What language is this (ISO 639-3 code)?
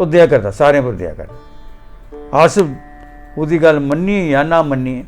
doi